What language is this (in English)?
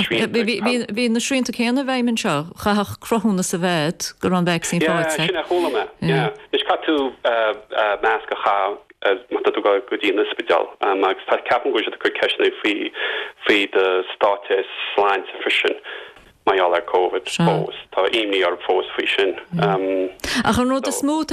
Irish